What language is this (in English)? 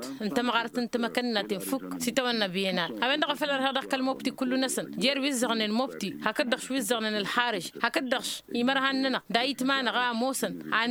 Tamasheq